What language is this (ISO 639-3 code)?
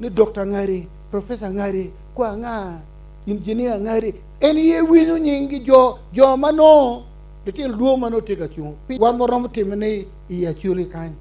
ach